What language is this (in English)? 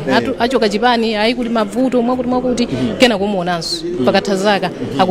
Nyanja